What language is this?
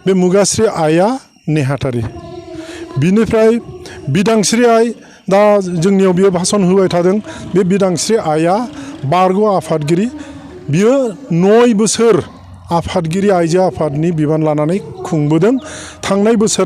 Bodo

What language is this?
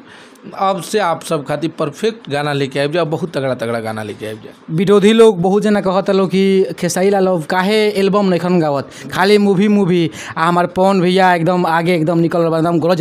Bhojpuri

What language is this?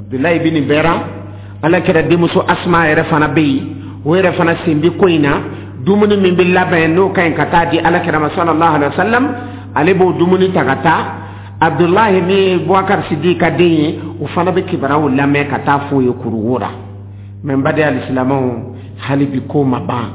Dyula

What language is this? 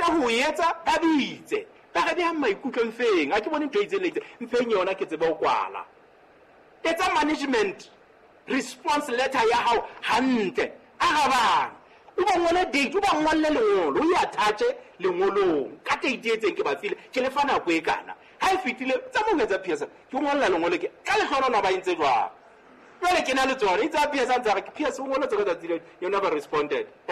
Southern Sotho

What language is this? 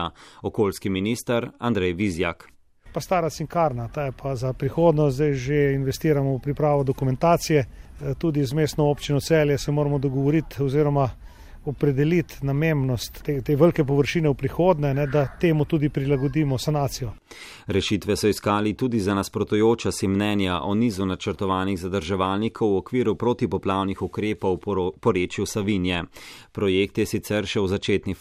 Slovenian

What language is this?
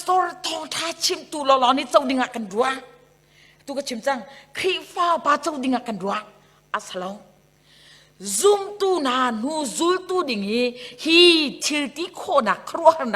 Hakha Chin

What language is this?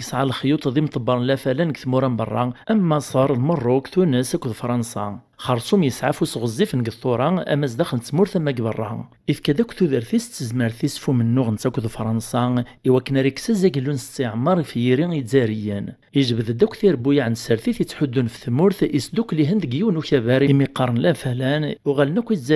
Kabyle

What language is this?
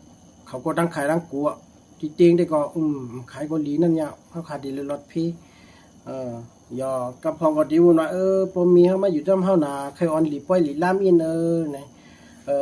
Shan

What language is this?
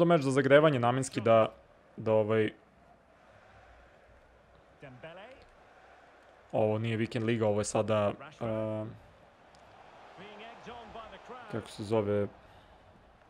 Serbian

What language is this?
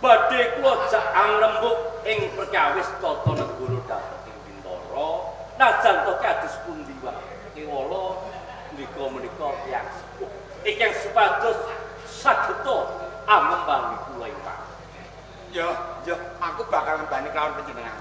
Javanese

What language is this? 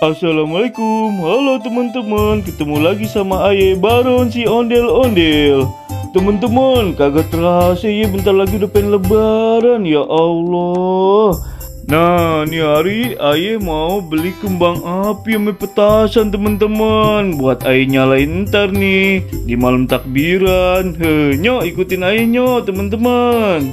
Betawi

